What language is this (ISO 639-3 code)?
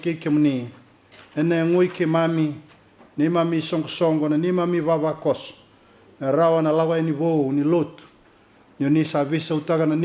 fij